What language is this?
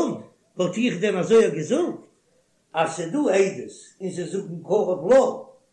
Yiddish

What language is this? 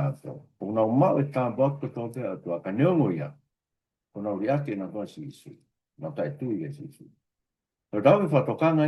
Tongan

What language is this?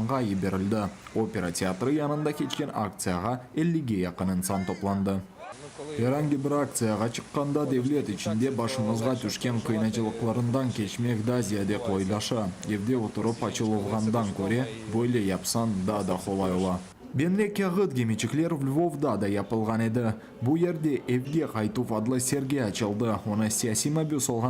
Crimean Tatar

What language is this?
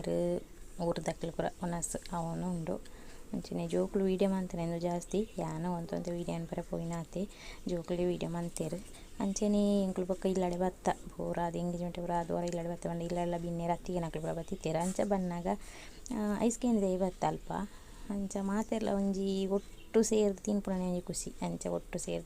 Tulu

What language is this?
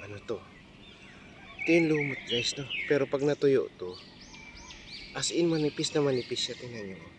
Filipino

